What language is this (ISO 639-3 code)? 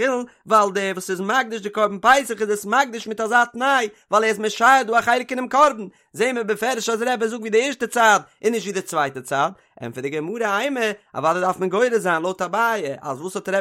yid